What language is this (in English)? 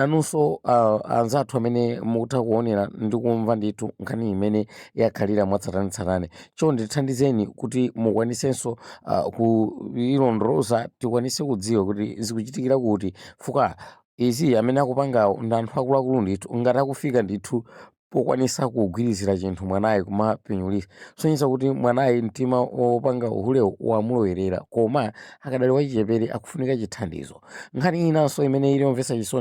Nyanja